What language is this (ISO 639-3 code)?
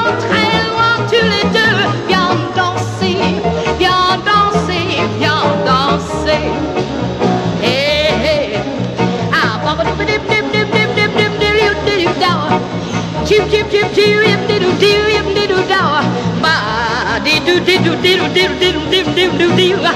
fra